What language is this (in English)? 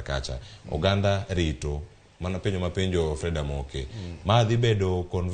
Luo (Kenya and Tanzania)